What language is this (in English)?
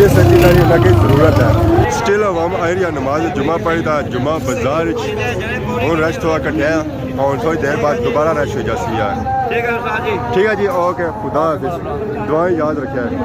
Pahari-Potwari